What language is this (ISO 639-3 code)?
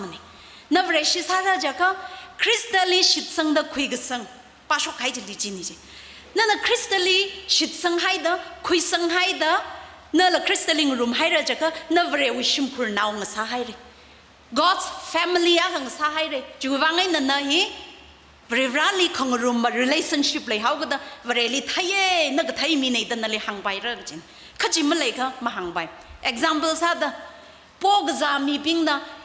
nmf